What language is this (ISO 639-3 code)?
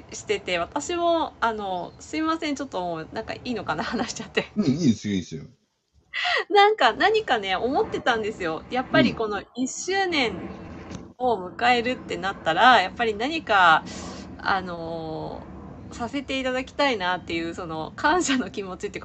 jpn